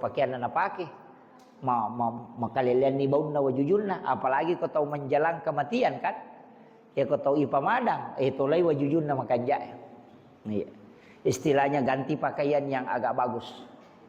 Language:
Buginese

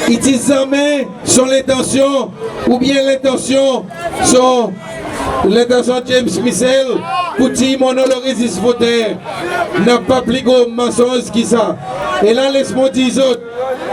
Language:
Seselwa Creole French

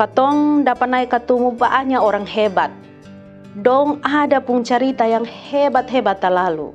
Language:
Kupang Malay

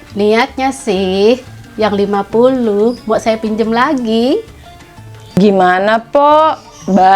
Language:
Betawi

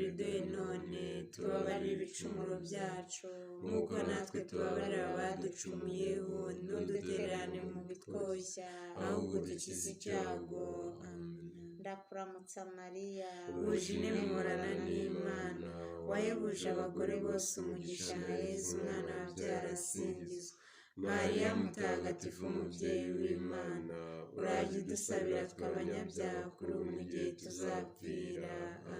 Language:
Kinyarwanda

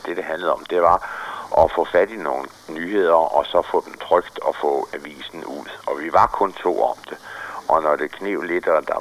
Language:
Danish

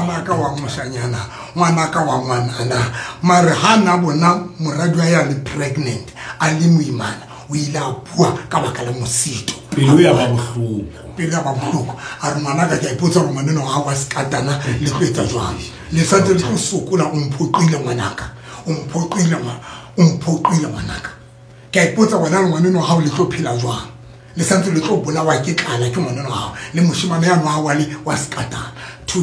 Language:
Southern Sotho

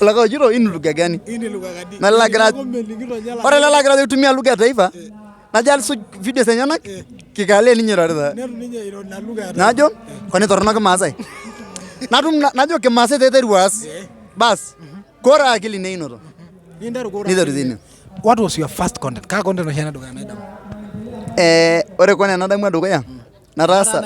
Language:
Masai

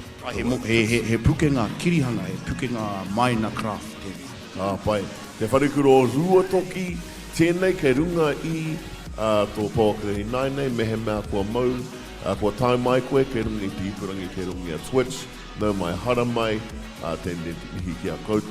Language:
Māori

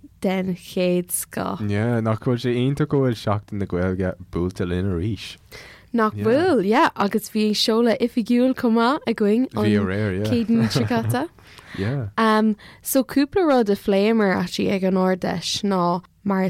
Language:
Irish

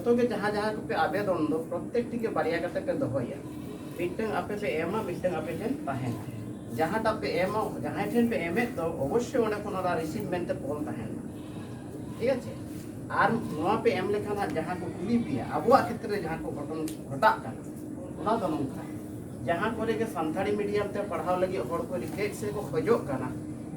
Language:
Santali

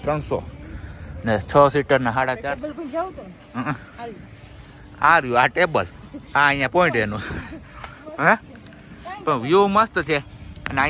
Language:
Gujarati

